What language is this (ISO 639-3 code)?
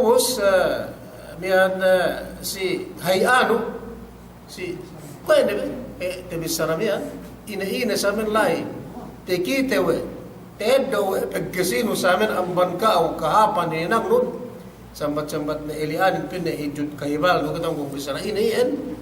yka